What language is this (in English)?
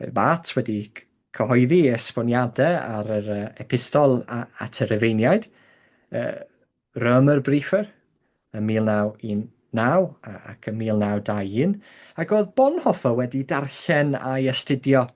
Welsh